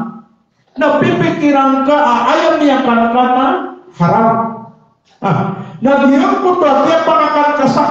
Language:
Maranao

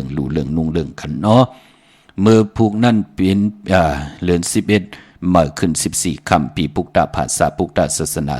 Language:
Shan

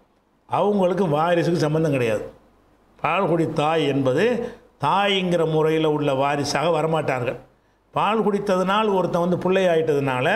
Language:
Tamil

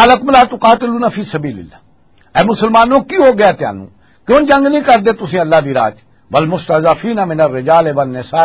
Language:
Western Panjabi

